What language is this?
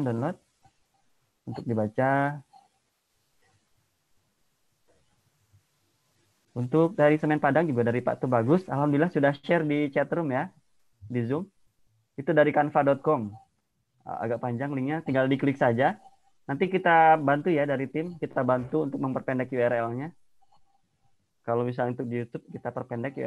Indonesian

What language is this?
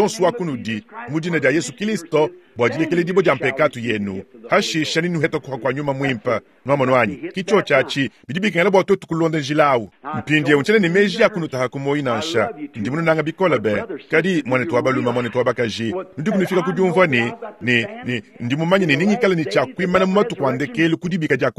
Luba-Lulua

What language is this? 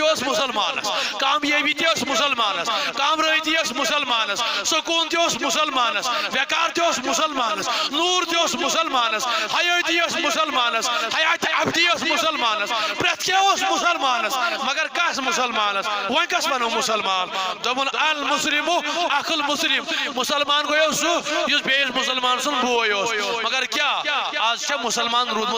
Kashmiri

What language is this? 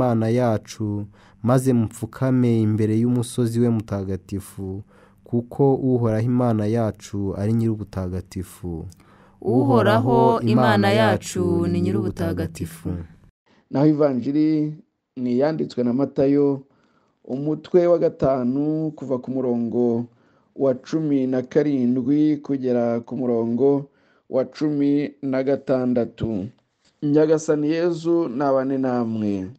Kinyarwanda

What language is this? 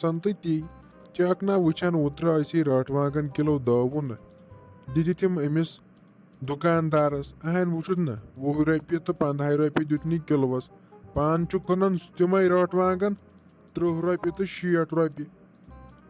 Kashmiri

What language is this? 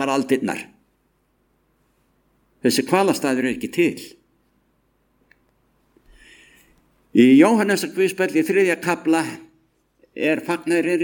Icelandic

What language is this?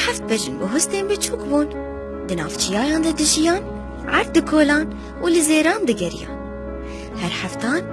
Kurdish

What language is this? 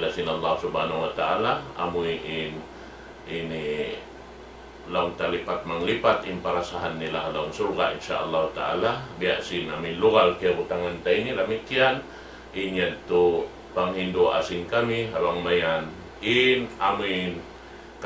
Tausug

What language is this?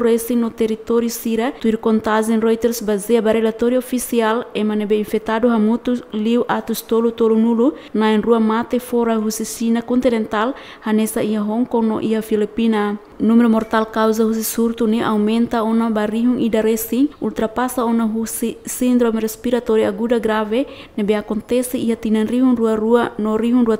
Tetum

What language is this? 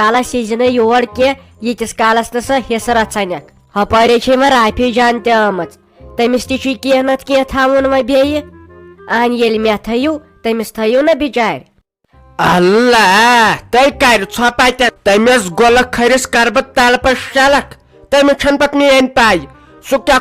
Kashmiri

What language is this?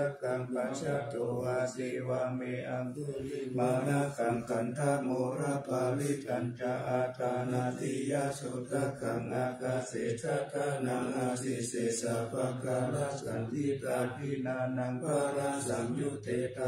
Pali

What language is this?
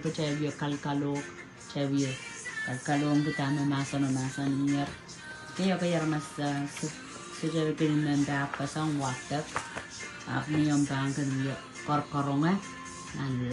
Pohnpeian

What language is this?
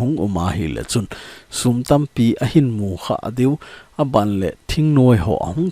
Thado Chin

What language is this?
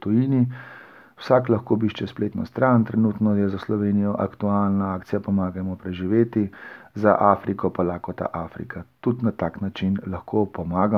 Slovenian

